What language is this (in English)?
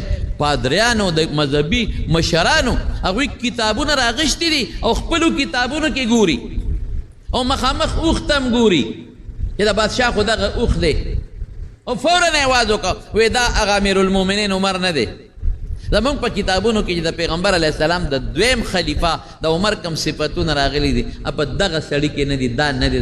Pashto